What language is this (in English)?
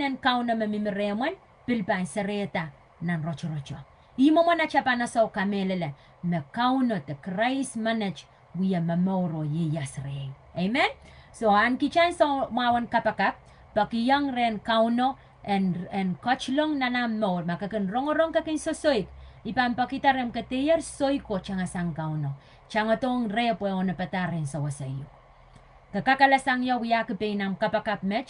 Pohnpeian